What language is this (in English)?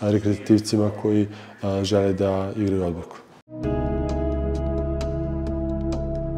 Serbian